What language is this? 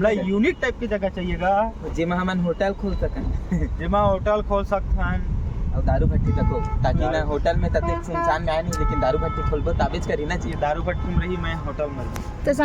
Chhattisgarhi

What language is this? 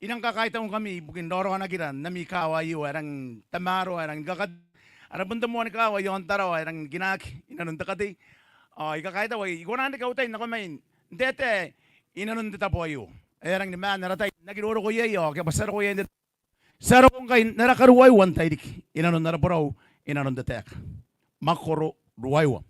Gilbertese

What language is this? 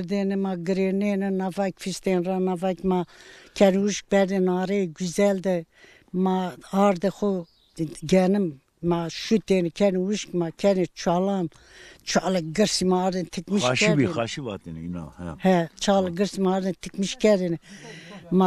Zaza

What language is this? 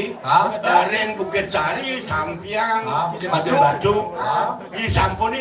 Balinese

